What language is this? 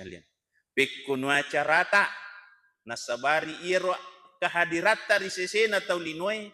Buginese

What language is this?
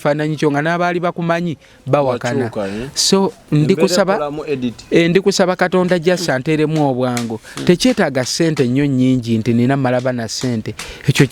Ganda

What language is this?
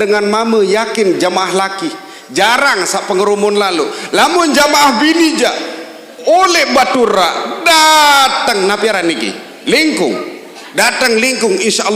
Sasak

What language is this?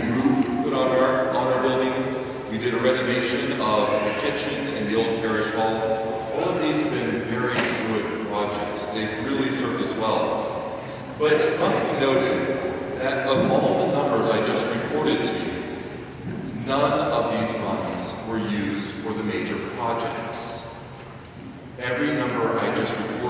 English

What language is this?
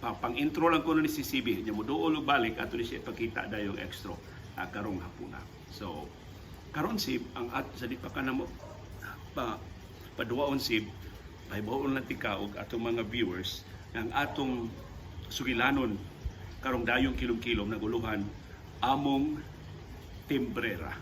Cebuano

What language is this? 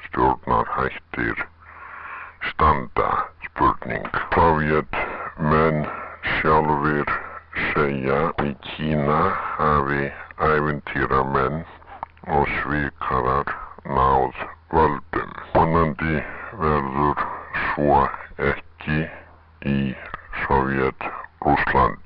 Icelandic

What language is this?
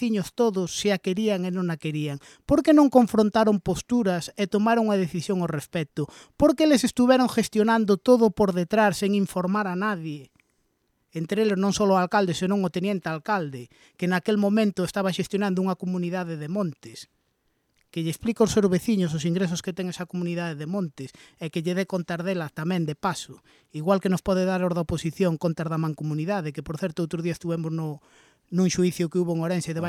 Galician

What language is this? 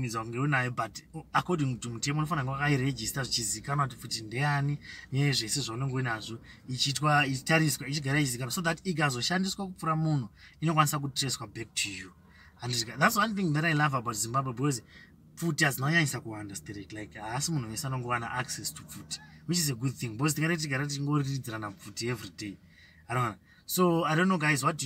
Shona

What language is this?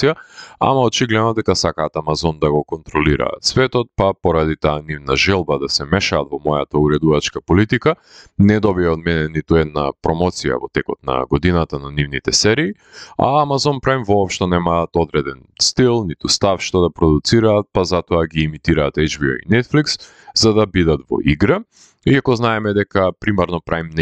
Macedonian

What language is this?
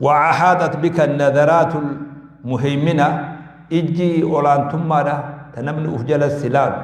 Oromo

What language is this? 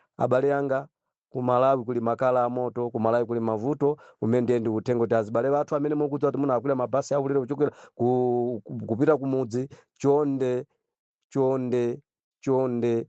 Nyanja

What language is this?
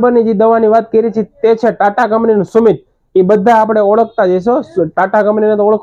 Gujarati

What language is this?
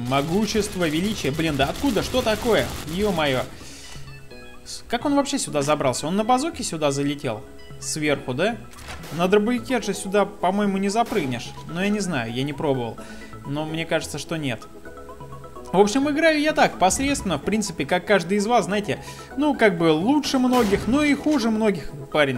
Russian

